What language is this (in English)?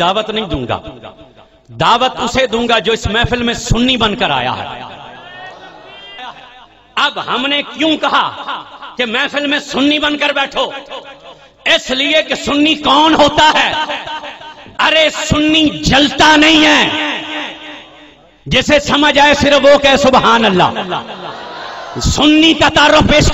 Urdu